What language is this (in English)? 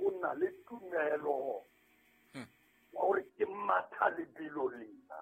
Southern Sotho